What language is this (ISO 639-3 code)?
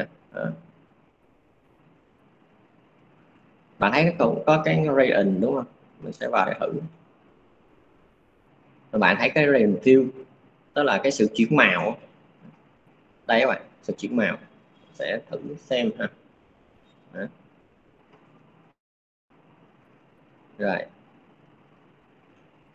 vie